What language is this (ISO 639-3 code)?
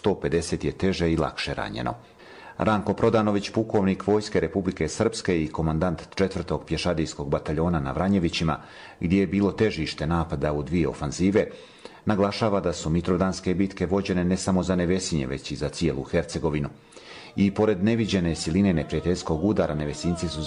bos